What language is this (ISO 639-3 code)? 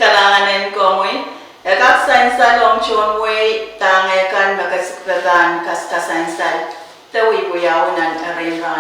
pon